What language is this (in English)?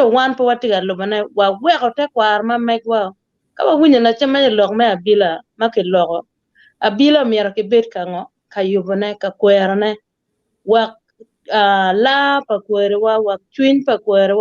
Acoli